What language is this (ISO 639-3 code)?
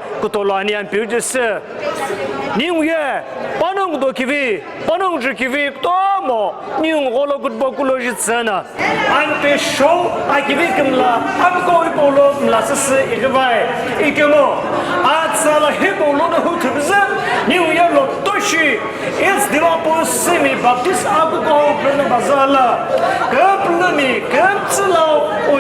nsm